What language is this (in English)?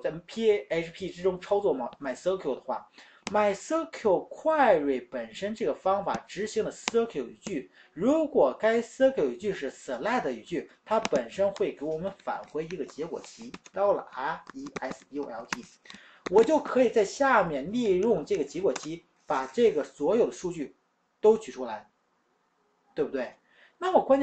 Chinese